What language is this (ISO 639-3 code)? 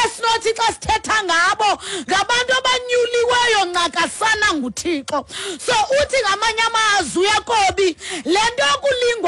xho